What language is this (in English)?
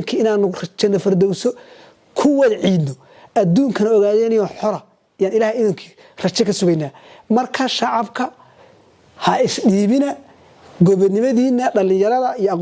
Somali